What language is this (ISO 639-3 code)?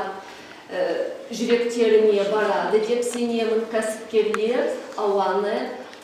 kaz